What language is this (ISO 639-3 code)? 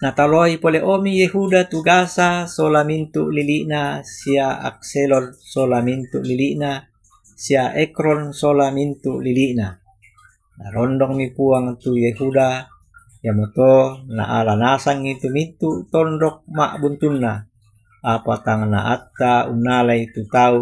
sda